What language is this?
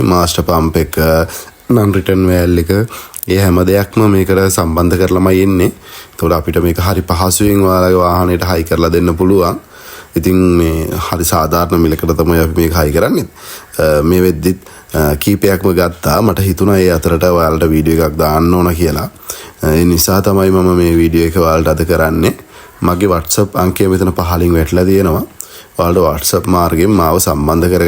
Sinhala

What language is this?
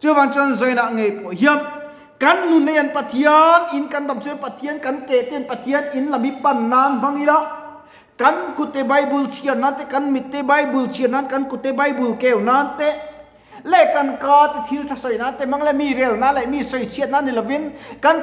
Mizo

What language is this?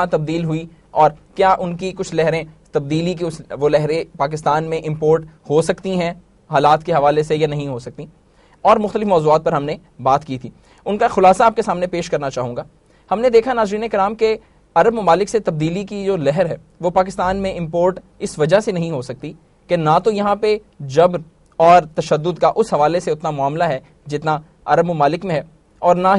Urdu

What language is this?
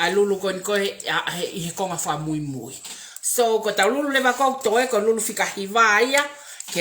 Tongan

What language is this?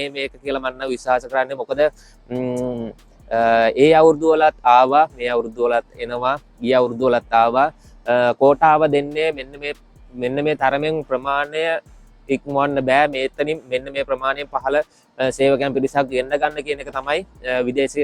Sinhala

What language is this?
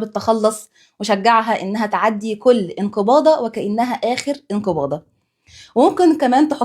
Egyptian Arabic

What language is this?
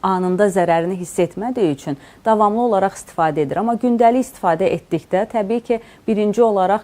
Azerbaijani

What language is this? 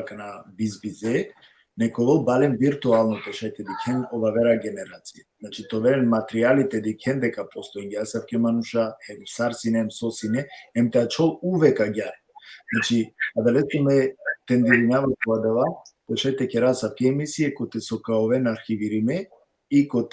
Balkan Romani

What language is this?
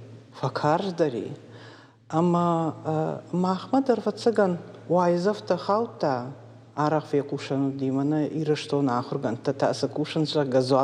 Ossetic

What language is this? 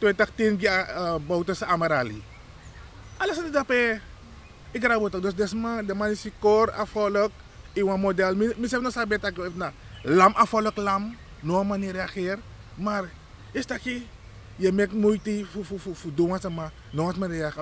Sranan Tongo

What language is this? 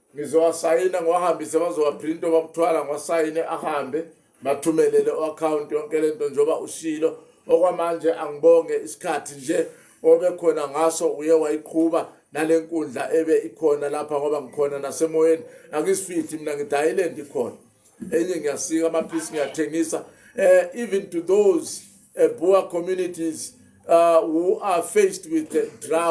Zulu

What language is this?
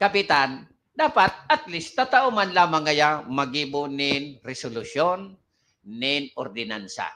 Bikol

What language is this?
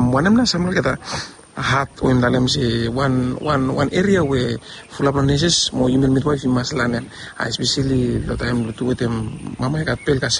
Bislama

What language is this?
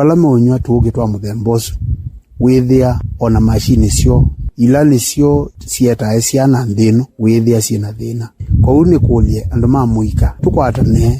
Kamba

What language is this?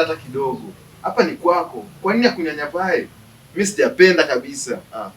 Swahili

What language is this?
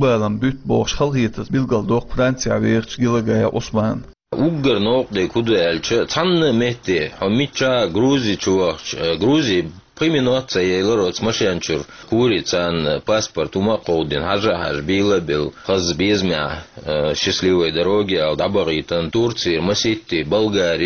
Chechen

